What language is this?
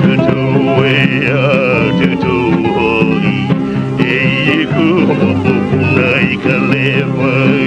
Hawaiian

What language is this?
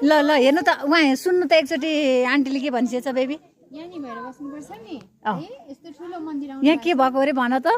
Nepali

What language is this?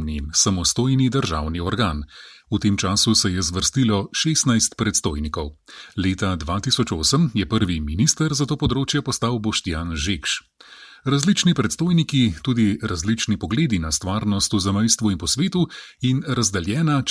Slovenian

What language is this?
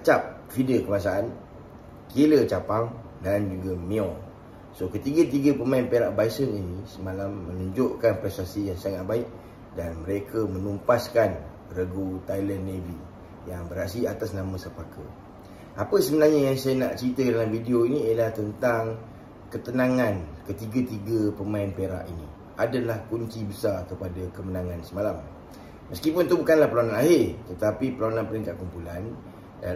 Malay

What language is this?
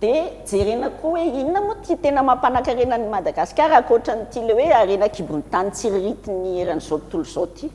Malagasy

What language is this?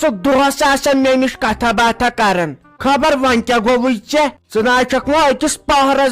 Kashmiri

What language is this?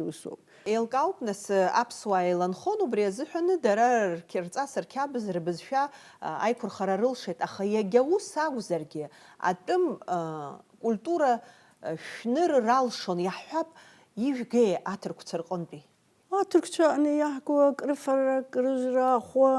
Abkhazian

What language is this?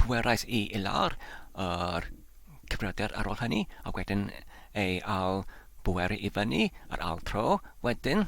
Welsh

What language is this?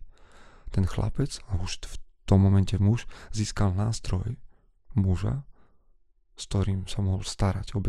Slovak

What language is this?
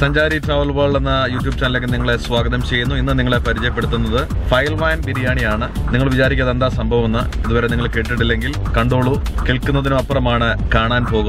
Malayalam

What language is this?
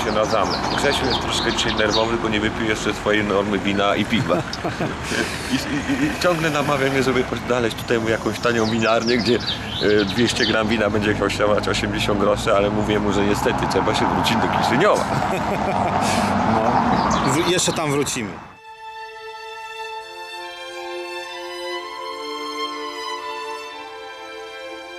Polish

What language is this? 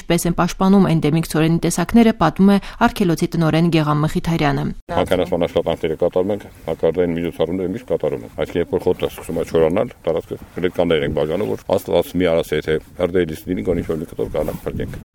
Armenian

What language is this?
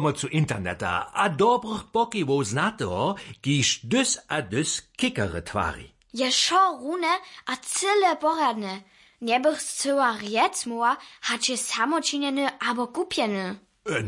Upper Sorbian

